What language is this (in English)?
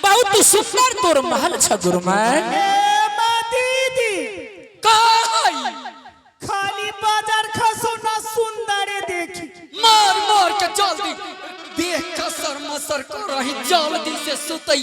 Angika